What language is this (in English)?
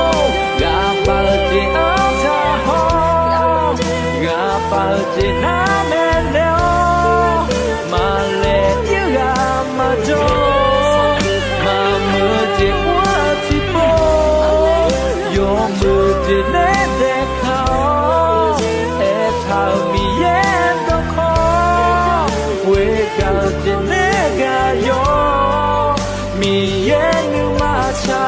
Akha